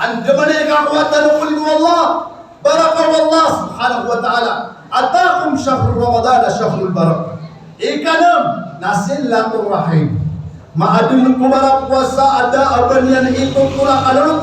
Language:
Maranao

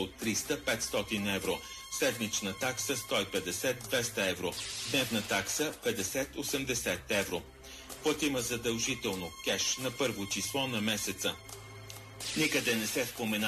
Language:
Bulgarian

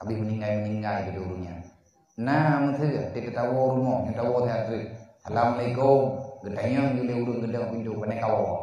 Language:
Achinese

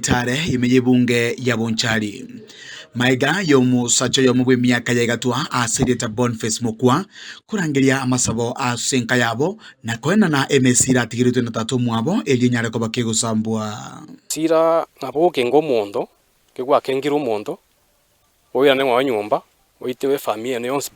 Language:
Gusii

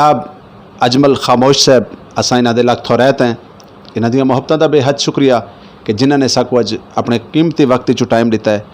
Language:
Saraiki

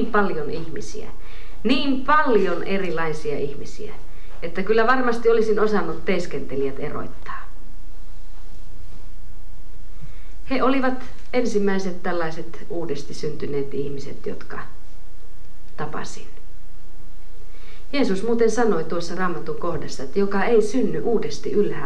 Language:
Finnish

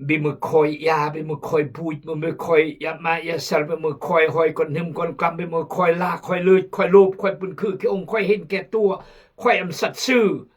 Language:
Khmu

